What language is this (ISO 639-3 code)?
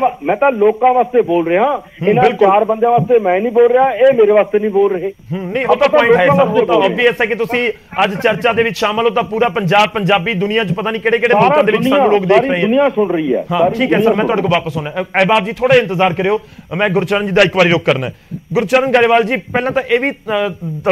pan